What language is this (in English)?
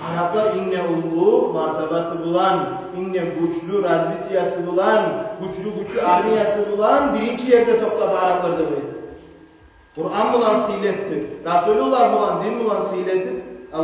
Kumyk